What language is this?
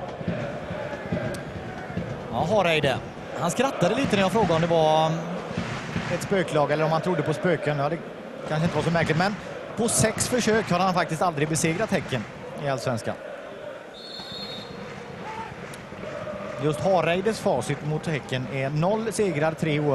Swedish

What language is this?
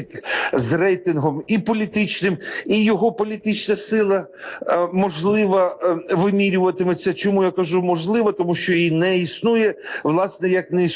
Ukrainian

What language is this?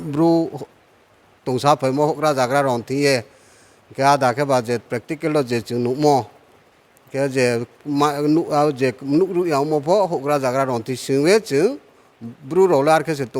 Riang (India)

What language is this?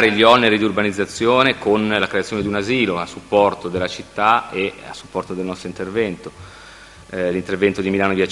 Italian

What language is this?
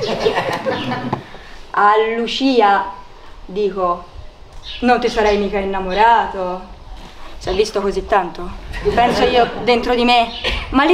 Italian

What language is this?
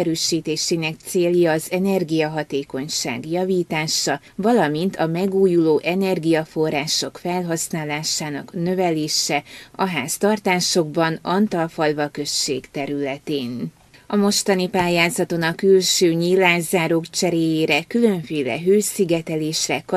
Hungarian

